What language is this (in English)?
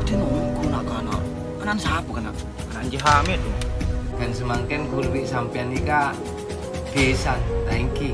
Madurese